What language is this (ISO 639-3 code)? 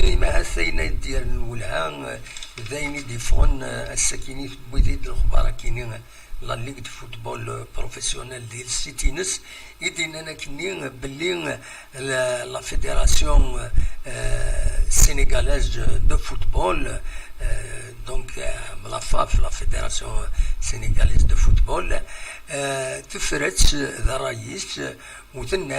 kab